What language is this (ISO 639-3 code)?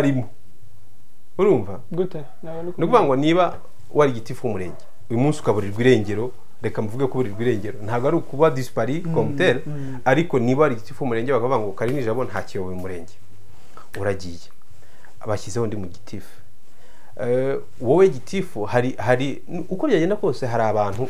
kin